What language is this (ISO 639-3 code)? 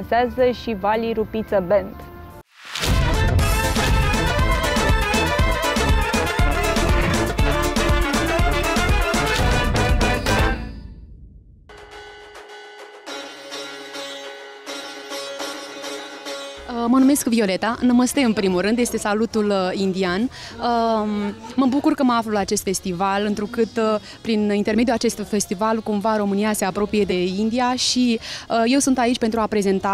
ron